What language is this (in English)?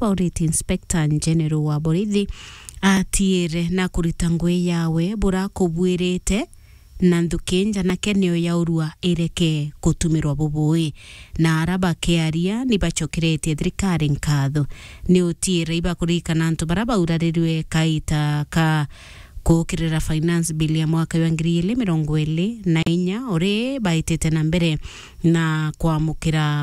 Meru